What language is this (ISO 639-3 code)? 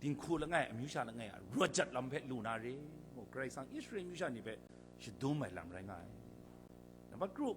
kac